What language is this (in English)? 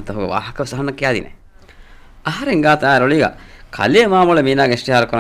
Divehi